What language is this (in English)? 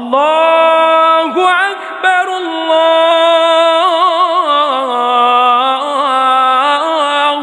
Achinese